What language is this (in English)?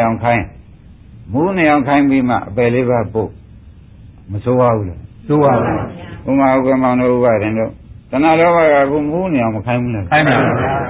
Burmese